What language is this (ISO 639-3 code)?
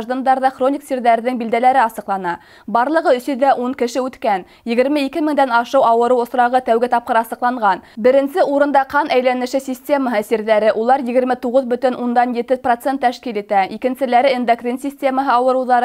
bak